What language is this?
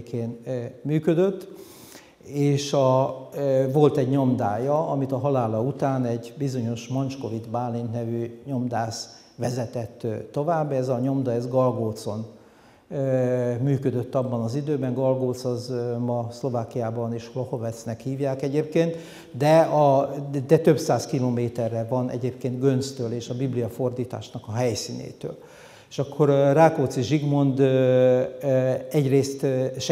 Hungarian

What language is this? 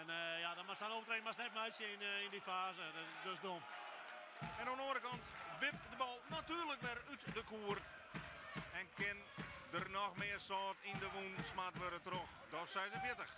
Western Frisian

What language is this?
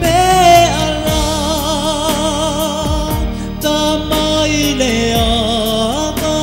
Samoan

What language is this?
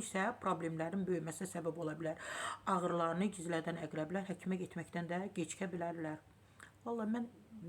Azerbaijani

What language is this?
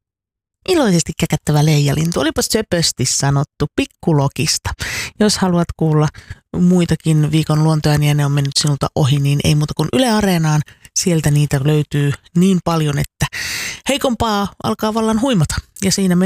Finnish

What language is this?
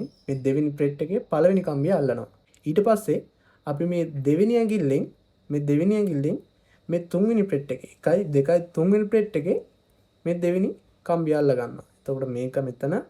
Sinhala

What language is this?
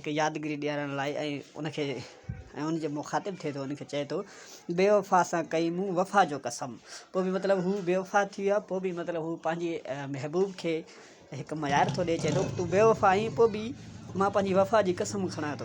Sindhi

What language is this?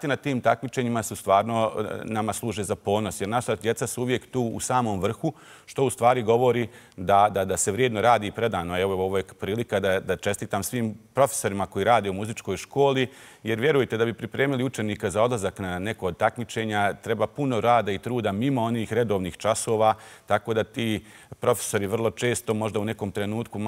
Bosnian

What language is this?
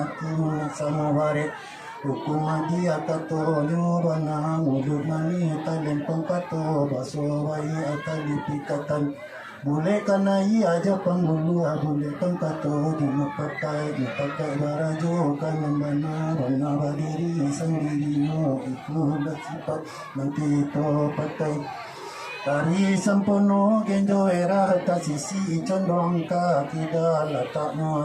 Minangkabau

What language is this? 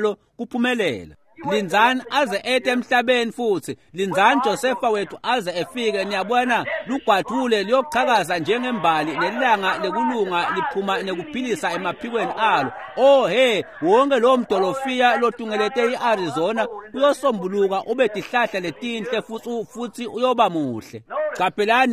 Swati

